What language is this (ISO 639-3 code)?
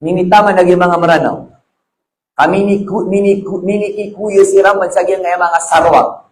mrw